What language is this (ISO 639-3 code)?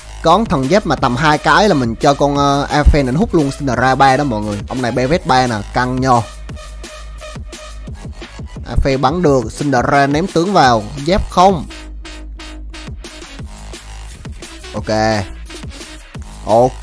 vie